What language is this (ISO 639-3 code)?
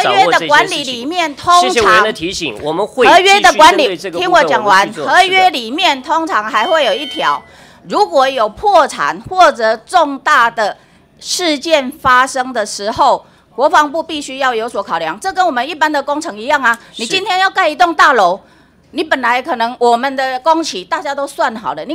zho